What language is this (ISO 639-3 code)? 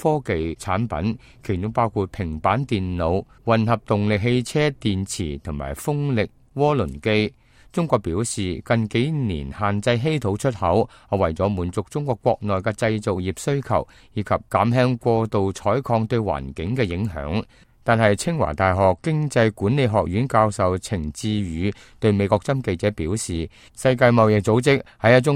yue